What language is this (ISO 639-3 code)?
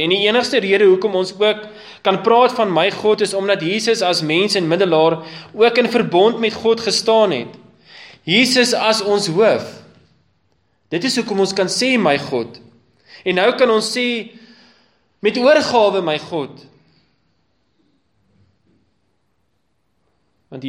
afr